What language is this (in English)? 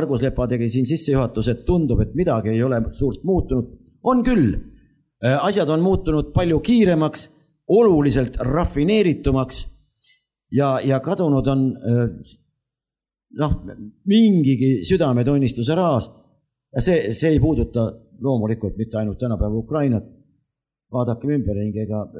Estonian